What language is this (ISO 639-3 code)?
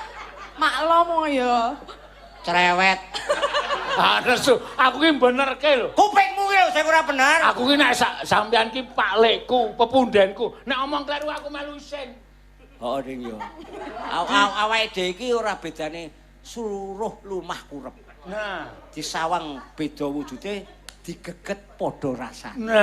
jav